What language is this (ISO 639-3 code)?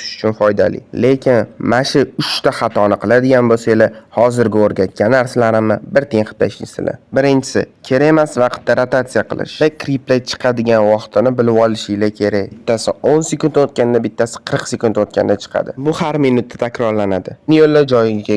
uzb